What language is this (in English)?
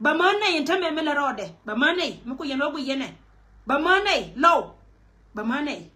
Nuer